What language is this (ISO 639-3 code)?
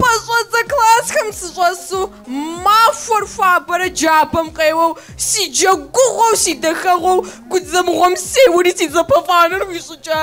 kbd